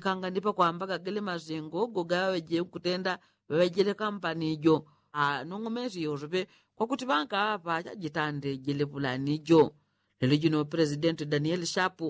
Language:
Yao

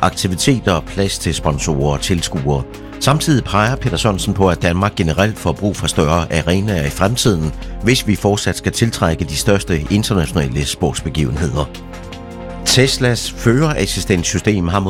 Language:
Danish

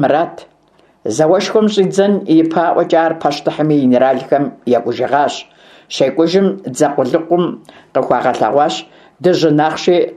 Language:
Kabardian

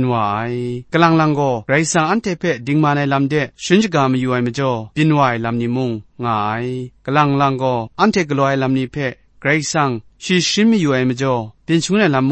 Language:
Kachin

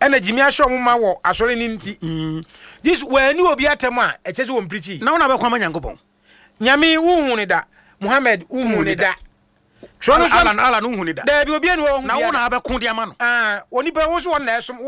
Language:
Akan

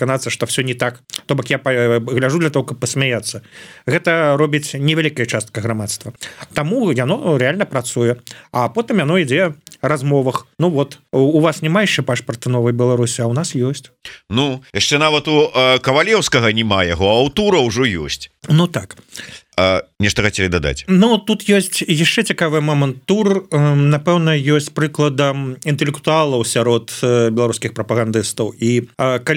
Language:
Belarusian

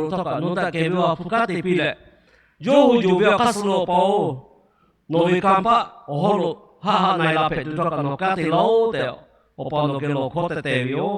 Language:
Lahu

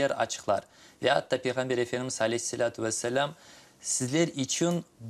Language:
Crimean Tatar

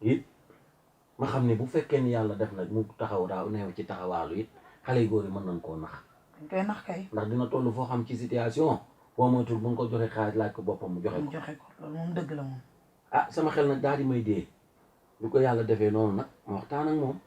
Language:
Wolof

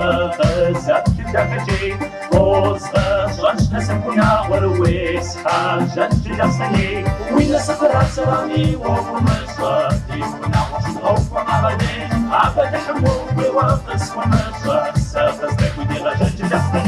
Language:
Kabardian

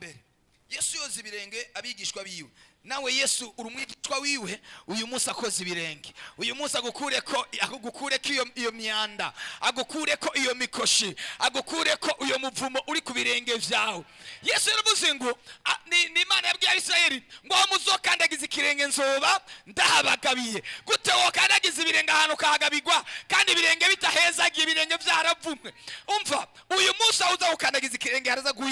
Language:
Rundi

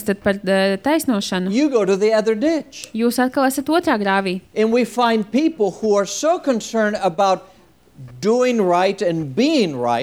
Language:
Latvian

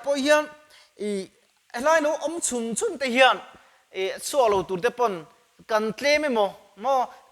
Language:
Mizo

